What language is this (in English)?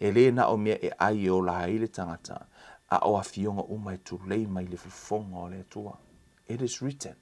Samoan